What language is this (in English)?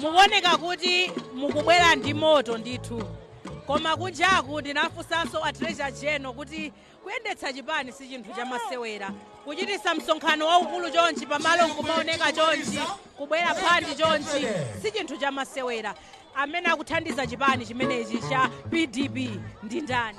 Nyanja